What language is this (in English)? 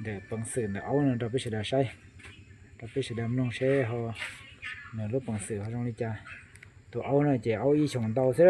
Hmong